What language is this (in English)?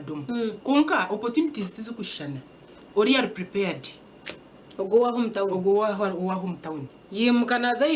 Nyankole